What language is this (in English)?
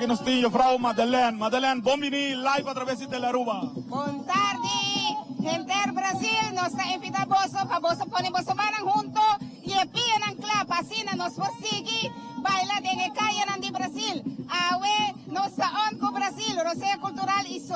Papiamento